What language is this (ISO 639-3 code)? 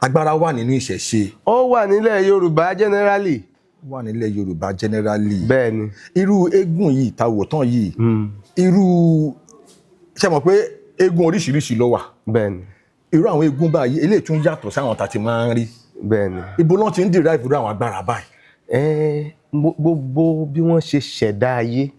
yor